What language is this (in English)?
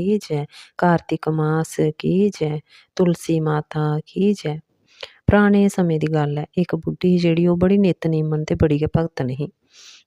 Dogri